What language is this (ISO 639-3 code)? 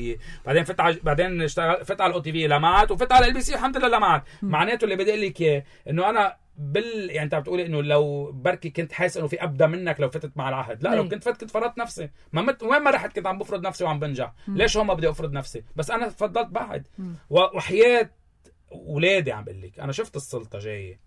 apc